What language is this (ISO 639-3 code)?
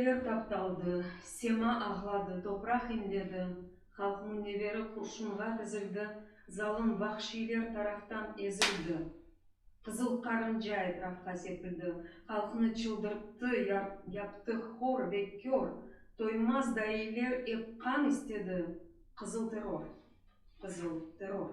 crh